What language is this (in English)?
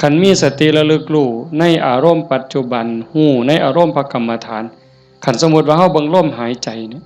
Northeastern Thai